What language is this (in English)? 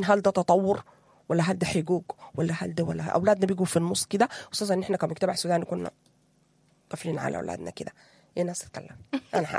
Sudanese Arabic